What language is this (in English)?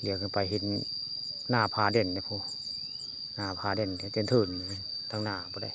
Northeastern Thai